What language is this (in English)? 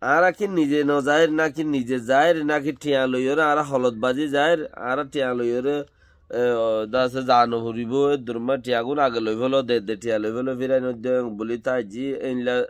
Rohingya